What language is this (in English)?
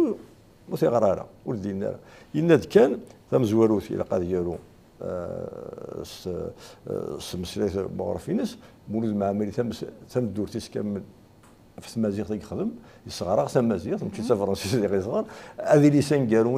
Kabyle